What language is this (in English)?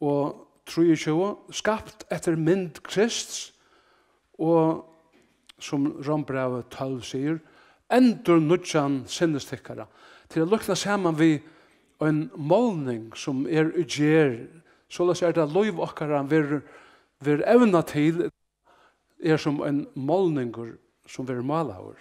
Faroese